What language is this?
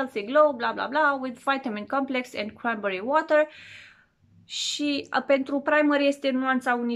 Romanian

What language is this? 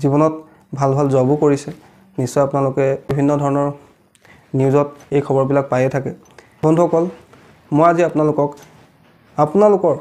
Assamese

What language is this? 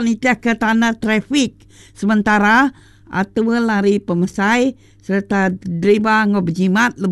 Iban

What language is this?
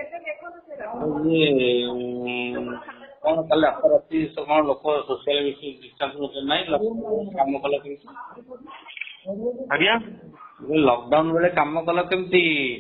Odia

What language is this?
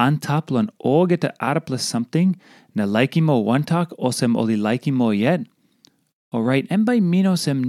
Tok Pisin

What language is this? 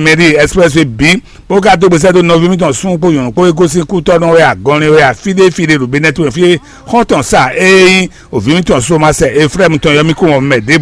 Fon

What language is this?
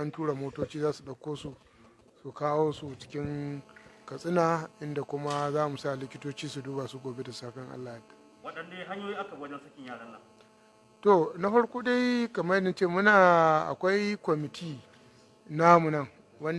Hausa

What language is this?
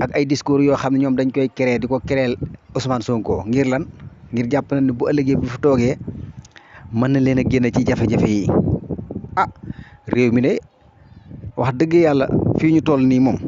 Wolof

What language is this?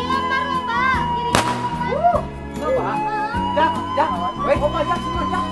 Sundanese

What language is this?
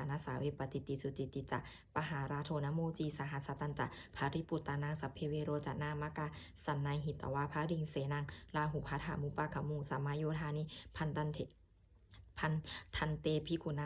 Pali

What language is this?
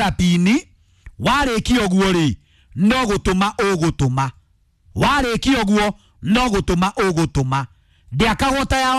Kikuyu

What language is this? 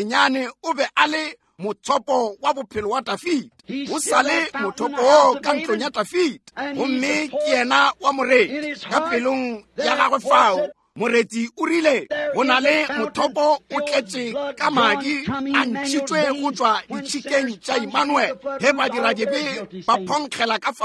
Northern Sotho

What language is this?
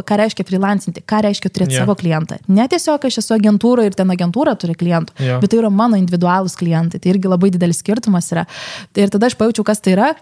Lithuanian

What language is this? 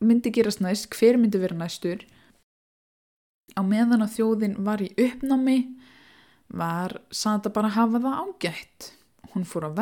Icelandic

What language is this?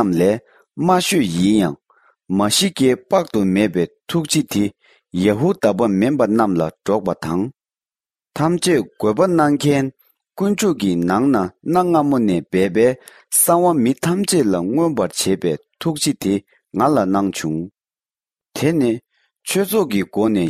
Tibetan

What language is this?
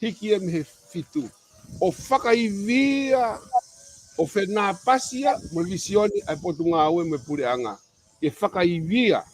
Tongan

